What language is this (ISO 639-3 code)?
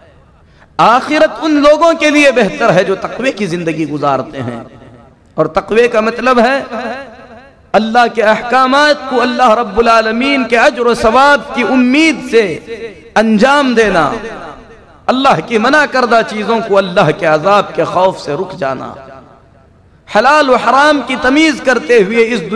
urd